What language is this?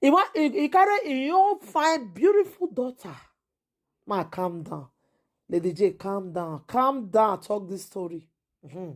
Nigerian Pidgin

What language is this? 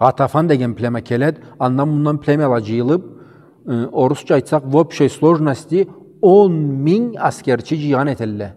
Karachay-Balkar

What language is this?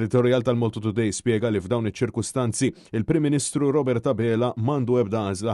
Maltese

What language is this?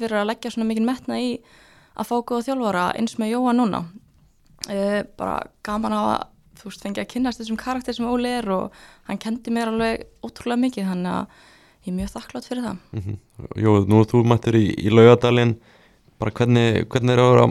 Icelandic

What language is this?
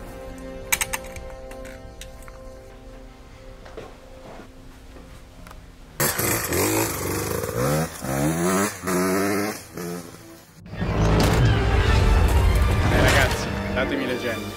Italian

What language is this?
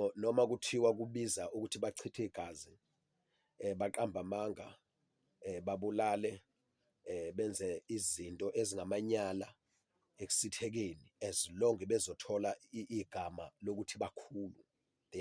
Zulu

